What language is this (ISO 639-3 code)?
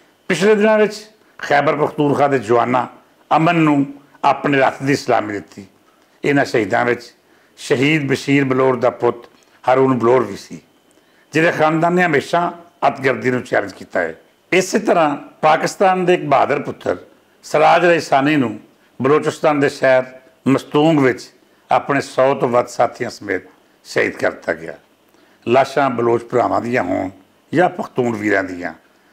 lah